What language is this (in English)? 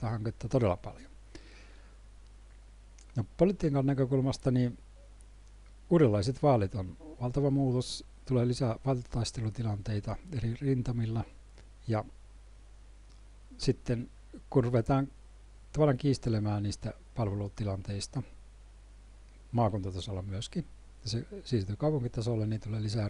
Finnish